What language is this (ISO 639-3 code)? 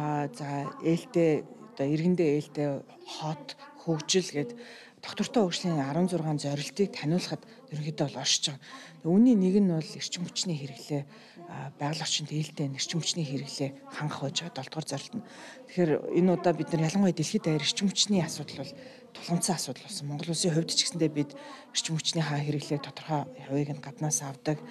mon